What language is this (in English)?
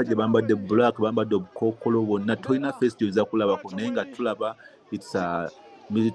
Ganda